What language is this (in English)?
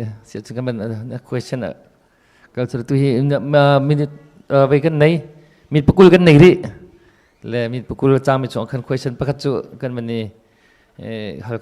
Hakha Chin